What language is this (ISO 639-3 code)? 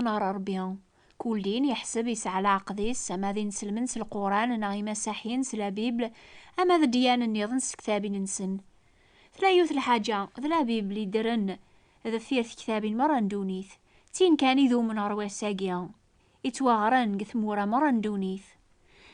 kab